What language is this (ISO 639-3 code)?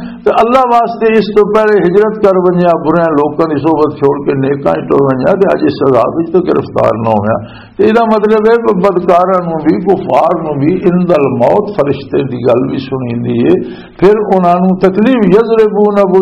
lah